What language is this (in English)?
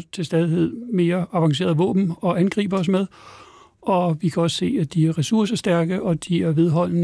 Danish